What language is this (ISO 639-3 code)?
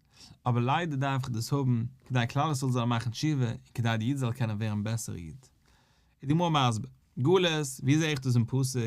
yid